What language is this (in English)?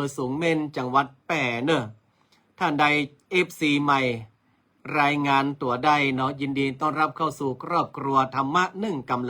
Northern Thai